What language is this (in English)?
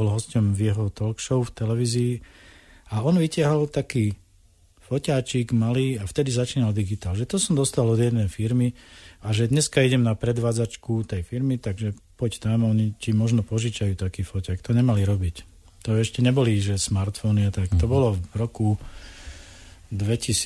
Slovak